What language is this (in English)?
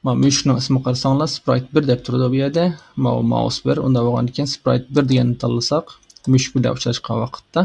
Uyghur